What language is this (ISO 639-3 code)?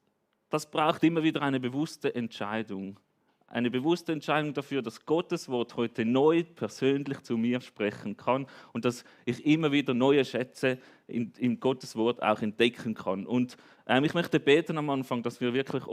gsw